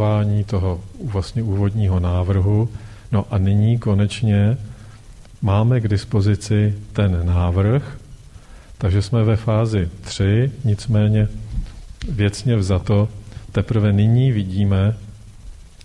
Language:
Czech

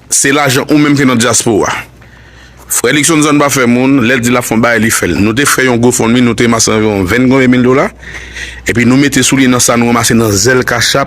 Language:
Haitian Creole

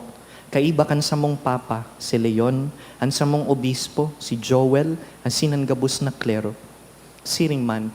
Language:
Bikol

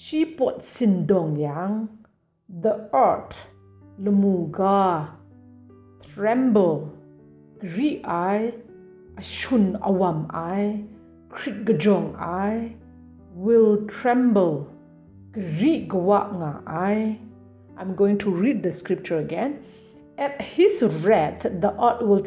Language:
Kachin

